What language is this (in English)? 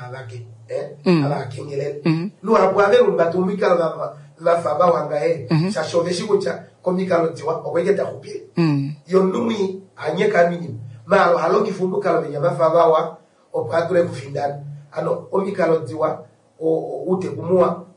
Kuanyama